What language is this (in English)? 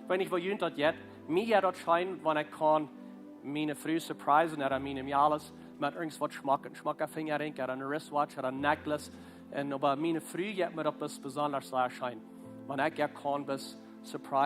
Plautdietsch